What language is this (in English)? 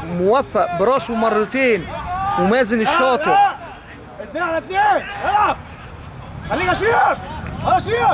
Egyptian Arabic